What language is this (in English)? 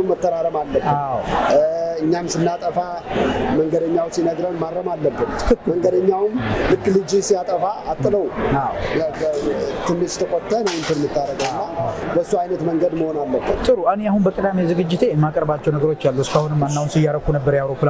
Amharic